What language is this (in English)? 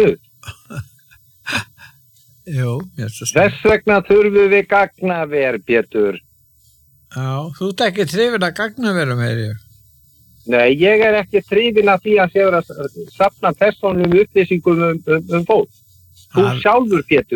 Icelandic